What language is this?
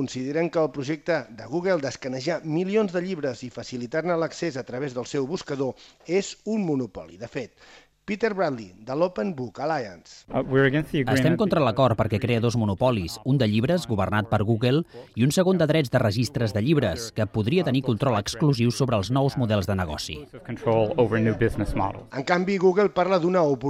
Catalan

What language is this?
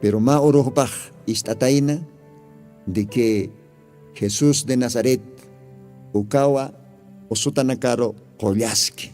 Aymara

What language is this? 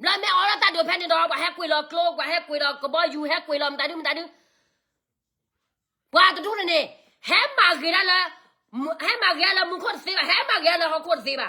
S'gaw Karen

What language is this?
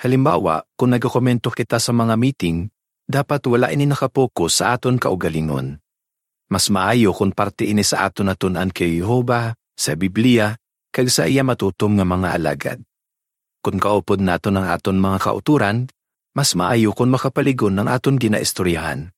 Hiligaynon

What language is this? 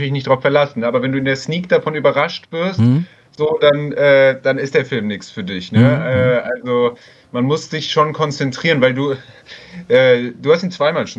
German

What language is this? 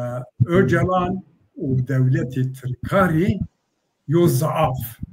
Zaza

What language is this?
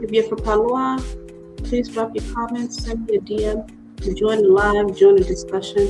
Acoli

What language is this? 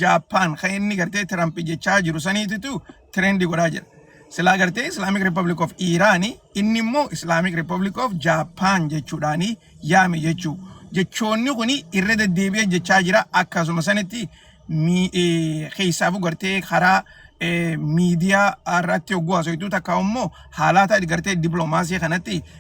Oromo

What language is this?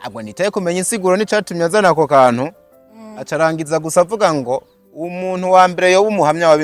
Rundi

